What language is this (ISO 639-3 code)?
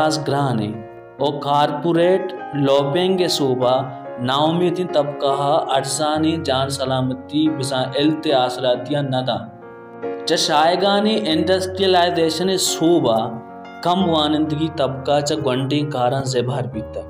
bal